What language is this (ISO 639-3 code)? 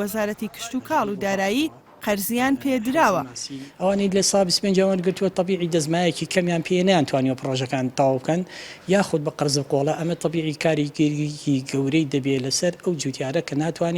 ckb